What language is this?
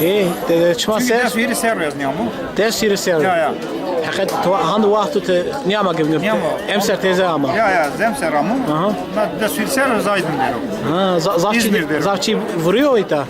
Zaza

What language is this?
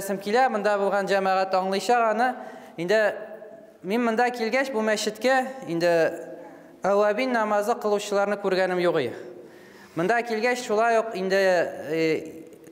Tatar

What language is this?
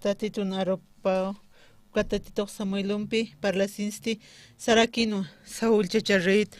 Aymara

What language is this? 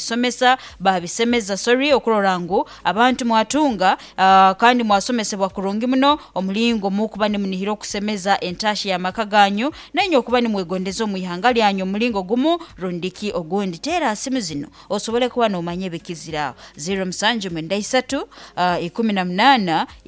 Nyankole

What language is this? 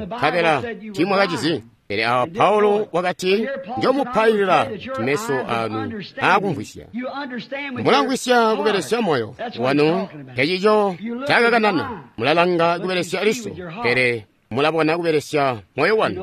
Tonga (Zambia)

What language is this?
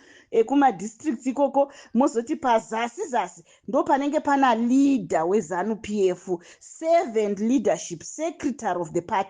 Shona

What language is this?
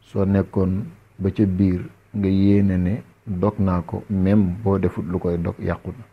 Wolof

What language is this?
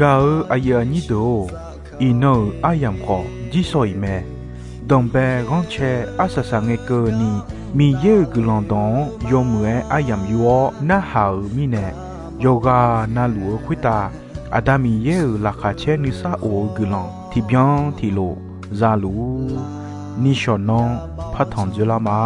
Akha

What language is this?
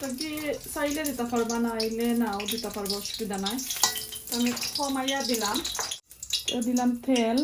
Sylheti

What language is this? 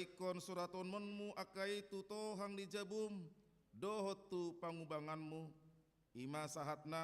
Batak Toba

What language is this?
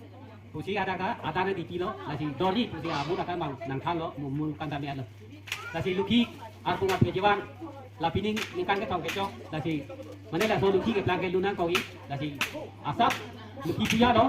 Karbi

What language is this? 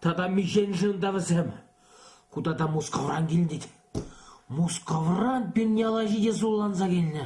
Chuvash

